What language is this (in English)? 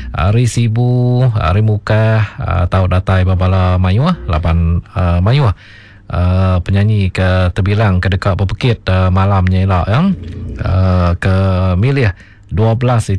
Iban